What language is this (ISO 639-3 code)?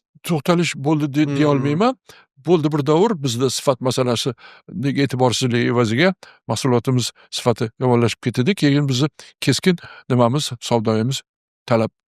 uzb